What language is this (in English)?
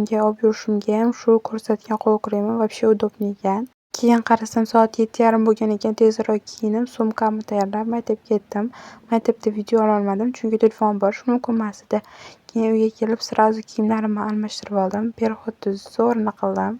Uzbek